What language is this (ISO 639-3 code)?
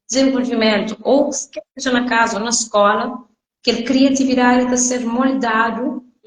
kea